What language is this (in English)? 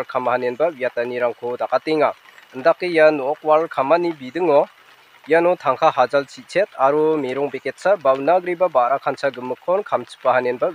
Garo